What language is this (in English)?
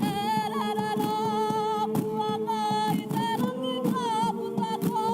Māori